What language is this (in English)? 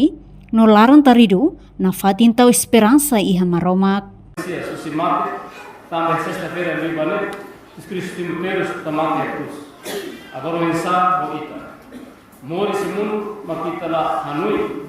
Tetum